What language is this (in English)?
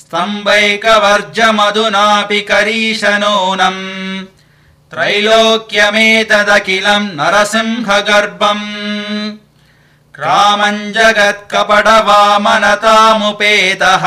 Sanskrit